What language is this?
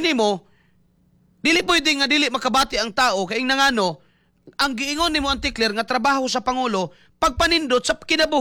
Cebuano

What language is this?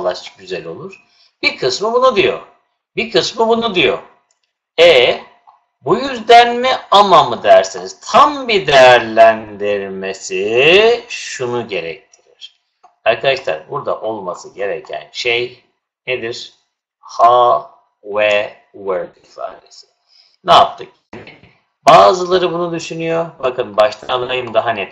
Turkish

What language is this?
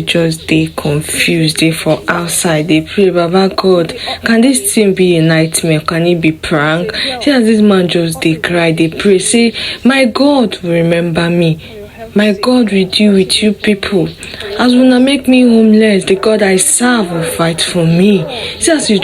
Nigerian Pidgin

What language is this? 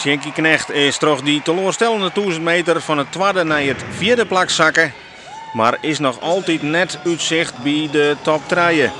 Western Frisian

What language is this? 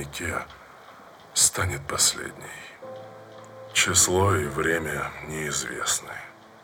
Russian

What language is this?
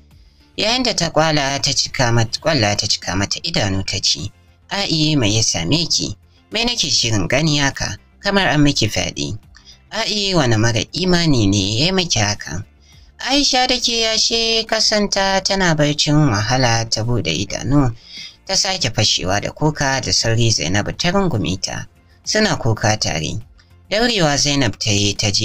Hausa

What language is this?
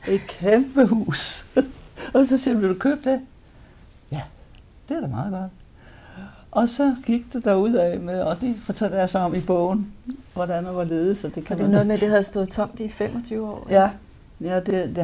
Danish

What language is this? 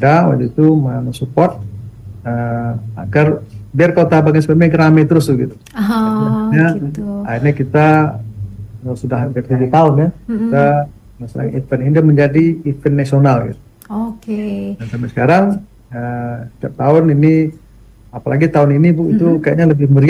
Indonesian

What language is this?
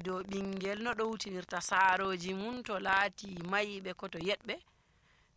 Nigerian Fulfulde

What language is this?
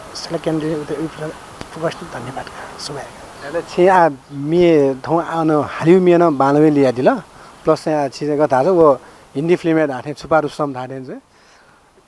Newari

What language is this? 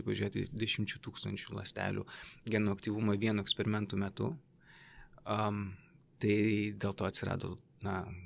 Lithuanian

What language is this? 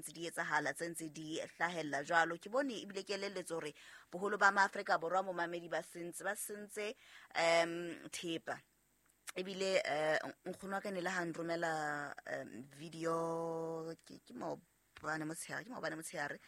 Southern Sotho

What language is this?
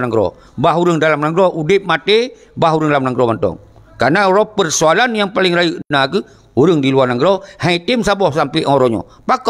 Achinese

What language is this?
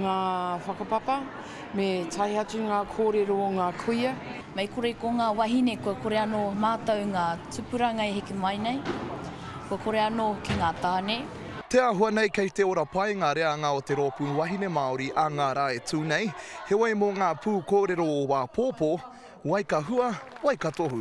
Māori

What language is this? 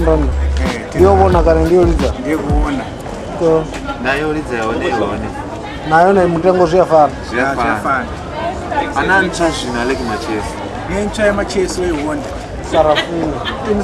Venda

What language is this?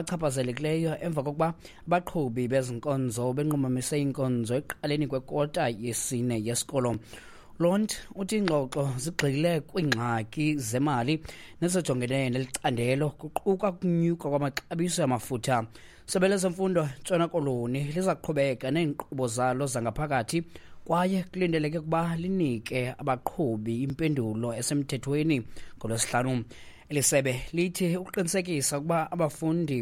Xhosa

